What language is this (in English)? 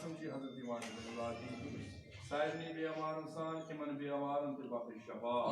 Kashmiri